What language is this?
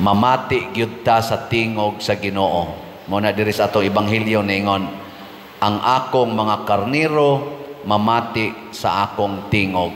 Cebuano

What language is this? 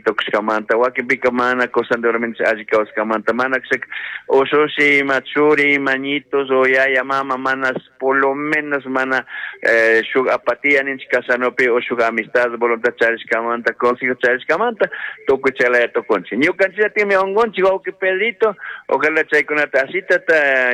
Chimborazo Highland Quichua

